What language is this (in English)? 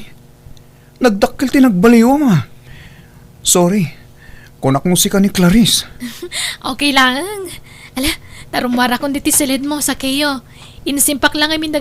Iloko